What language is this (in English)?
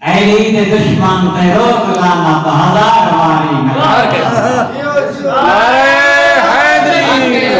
Saraiki